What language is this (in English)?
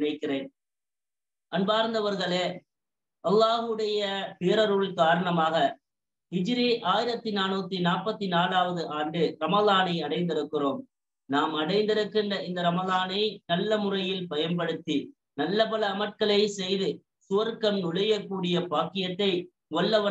Tamil